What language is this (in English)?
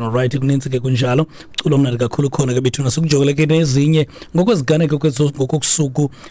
Xhosa